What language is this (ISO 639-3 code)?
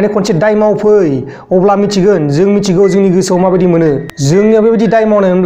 brx